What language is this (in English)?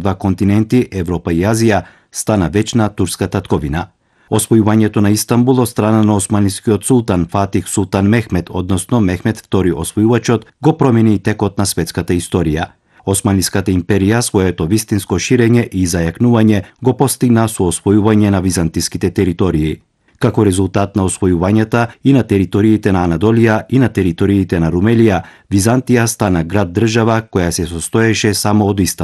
Macedonian